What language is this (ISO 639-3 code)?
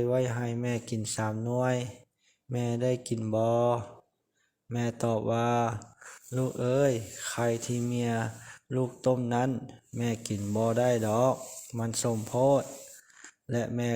lao